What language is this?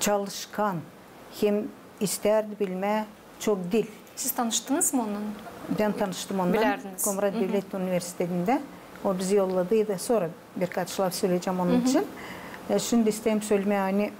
Gagauz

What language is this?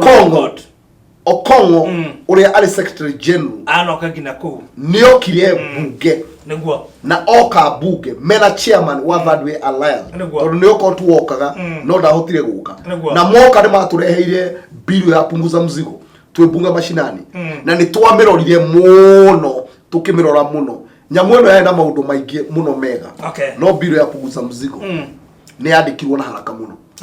Kikuyu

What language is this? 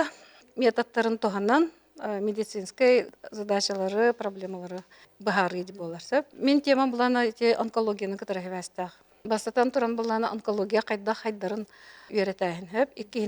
Yakut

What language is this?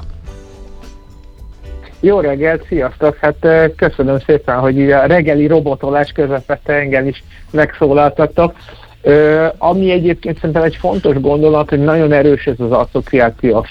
Hungarian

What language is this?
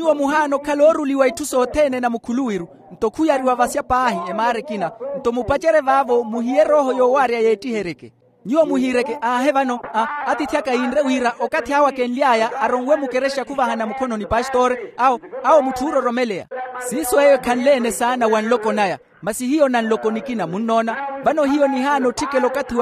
Makhuwa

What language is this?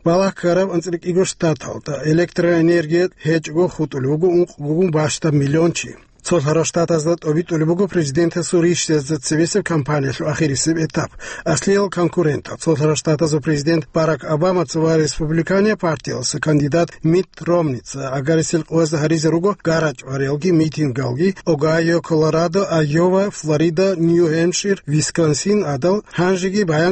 Avaric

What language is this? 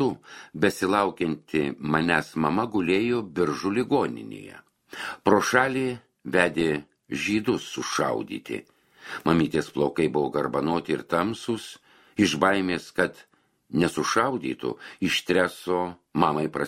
Lithuanian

